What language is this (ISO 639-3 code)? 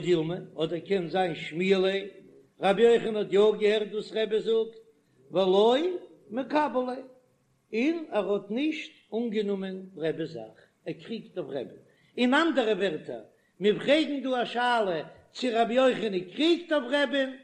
yid